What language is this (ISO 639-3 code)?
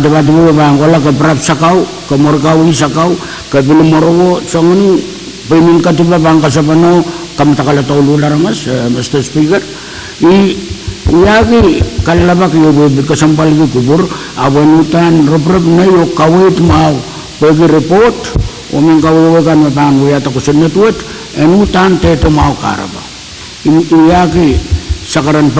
pon